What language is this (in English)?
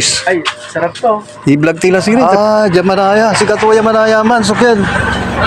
Pangasinan